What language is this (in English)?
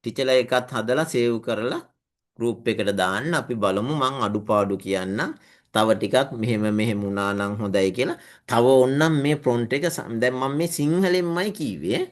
Sinhala